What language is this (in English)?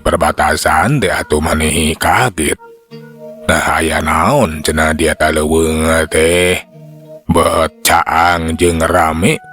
Sundanese